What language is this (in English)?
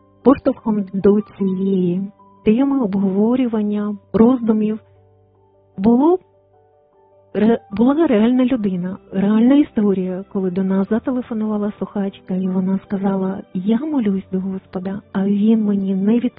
Ukrainian